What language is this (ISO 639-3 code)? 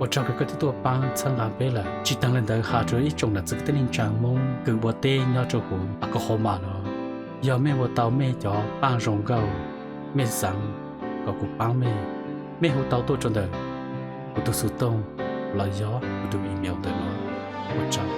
hmn